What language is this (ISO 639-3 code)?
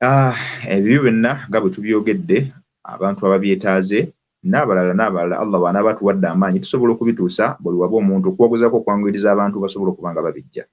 lug